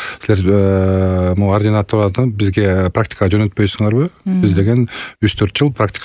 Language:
Kyrgyz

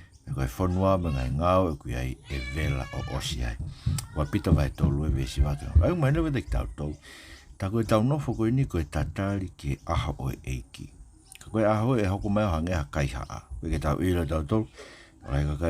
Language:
Tongan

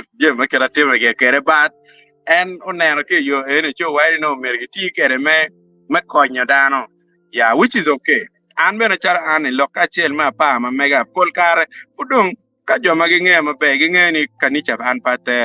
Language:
Acoli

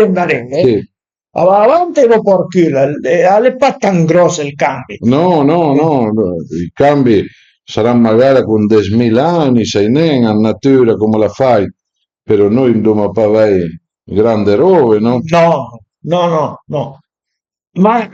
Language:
Piedmontese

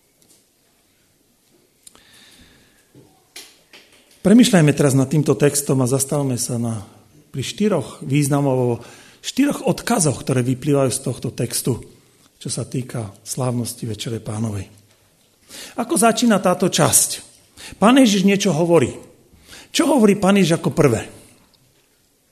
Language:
Slovak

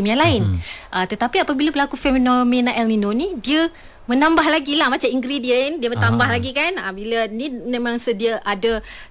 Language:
Malay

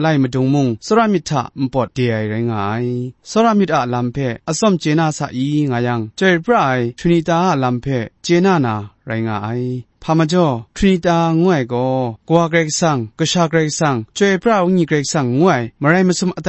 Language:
Kachin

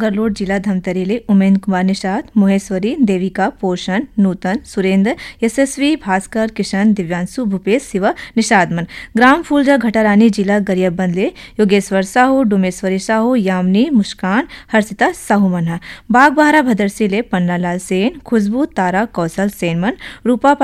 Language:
Chhattisgarhi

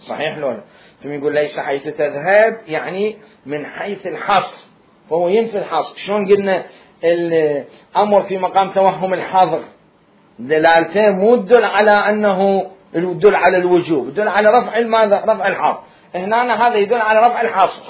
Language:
Mesopotamian Arabic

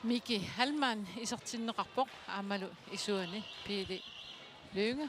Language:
Kalaallisut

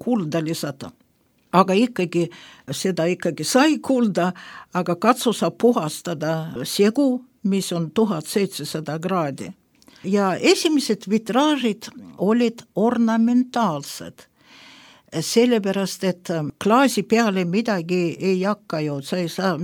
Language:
Estonian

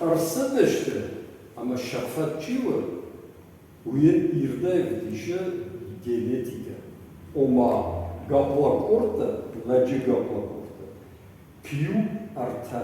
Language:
Ossetic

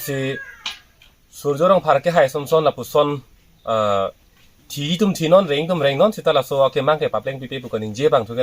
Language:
Karbi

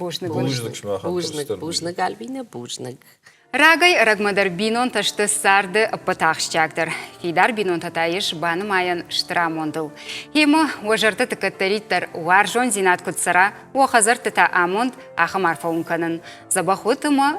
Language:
Ossetic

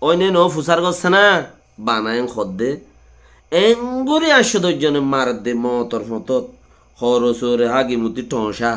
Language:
Rohingya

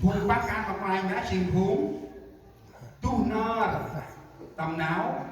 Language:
Central Mnong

